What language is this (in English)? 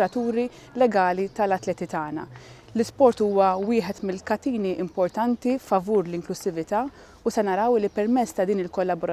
Maltese